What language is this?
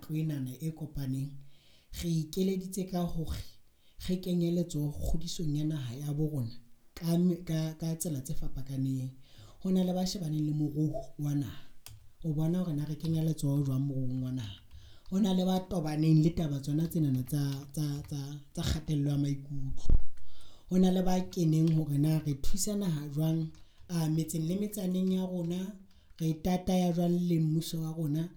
Southern Sotho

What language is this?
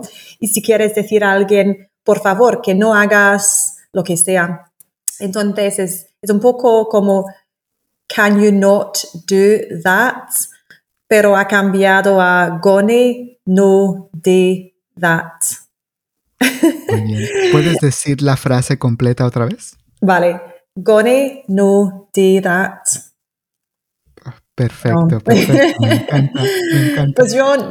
Spanish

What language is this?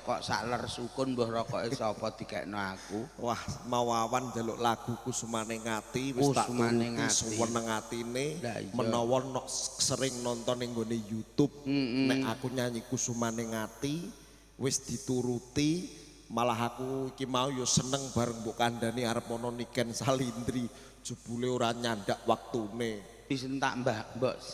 Javanese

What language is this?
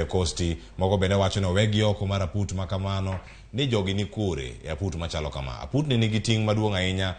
Luo (Kenya and Tanzania)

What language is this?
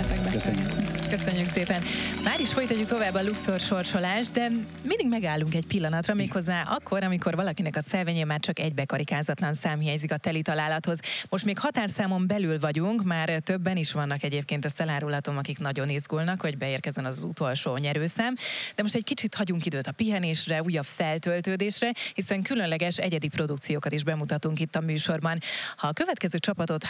Hungarian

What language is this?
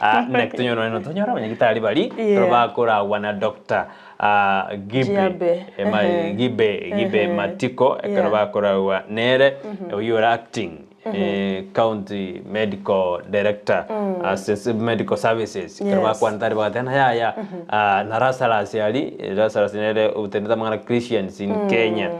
Gusii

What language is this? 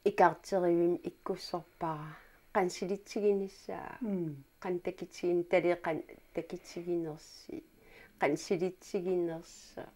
Kalaallisut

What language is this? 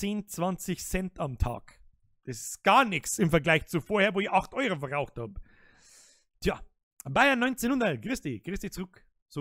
Bavarian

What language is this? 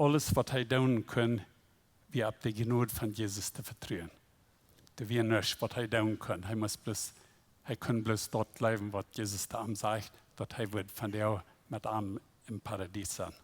Plautdietsch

